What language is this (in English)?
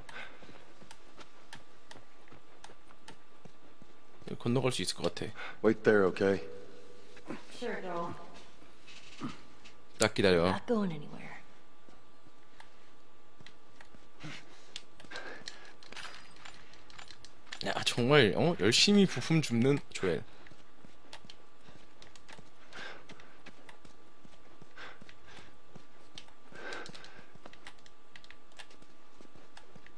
Korean